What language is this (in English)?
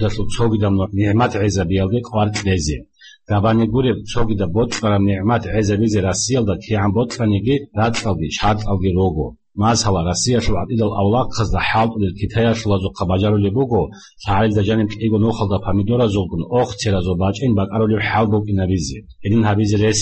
Avaric